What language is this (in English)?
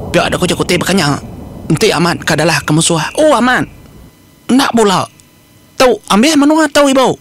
Iban